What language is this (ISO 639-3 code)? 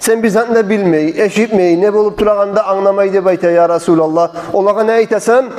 kum